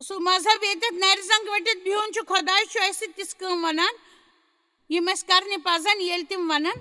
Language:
Kashmiri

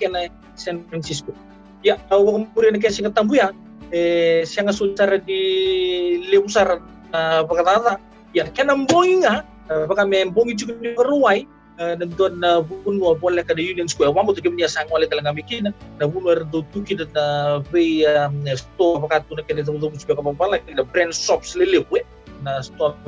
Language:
Fijian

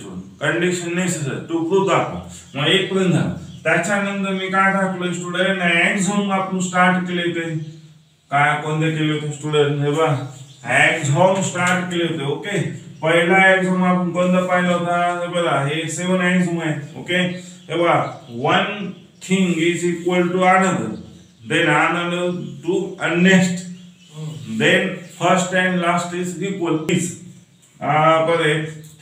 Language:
Marathi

